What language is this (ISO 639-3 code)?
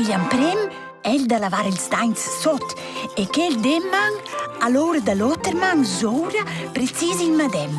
roh